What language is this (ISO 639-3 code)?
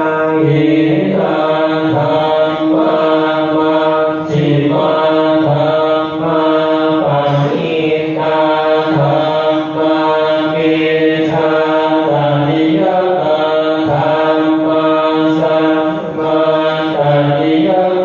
pli